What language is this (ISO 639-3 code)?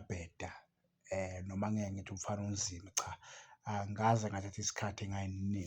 zul